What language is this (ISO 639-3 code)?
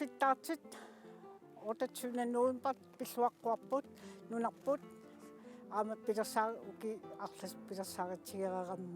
kal